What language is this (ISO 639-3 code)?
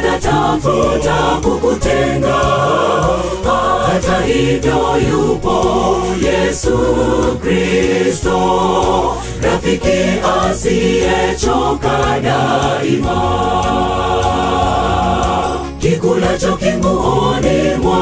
swa